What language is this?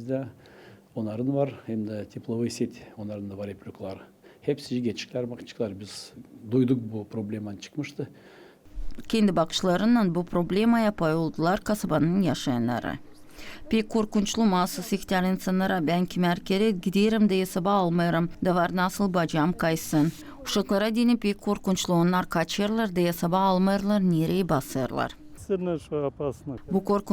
Gagauz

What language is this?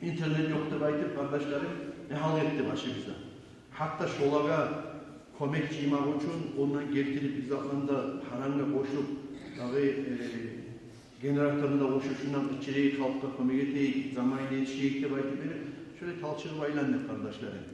Kumyk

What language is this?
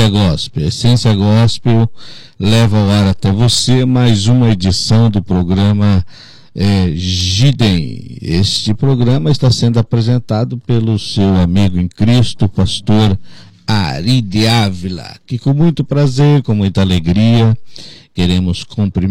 Portuguese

